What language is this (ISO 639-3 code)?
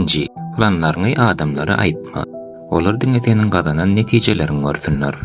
tuk